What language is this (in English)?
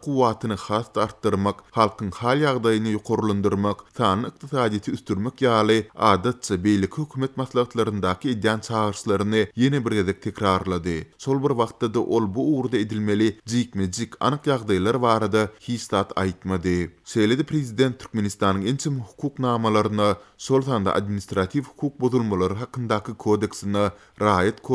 Turkmen